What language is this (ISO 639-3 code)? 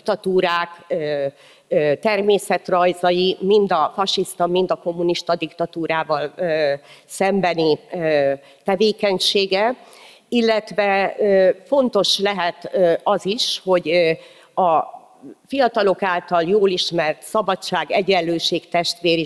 hun